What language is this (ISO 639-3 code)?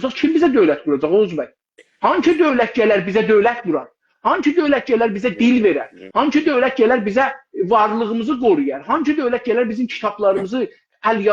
azb